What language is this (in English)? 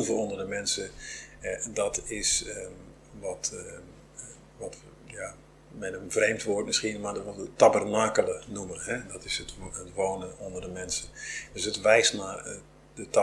Dutch